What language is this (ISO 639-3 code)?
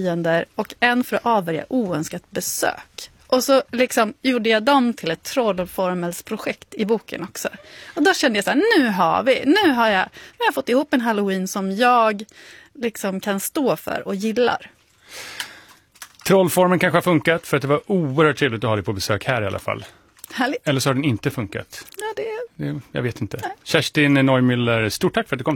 swe